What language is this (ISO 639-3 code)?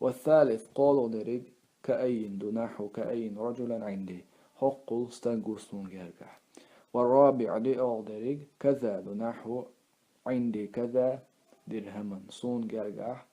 che